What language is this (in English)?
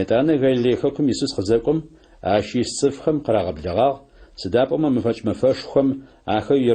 Adyghe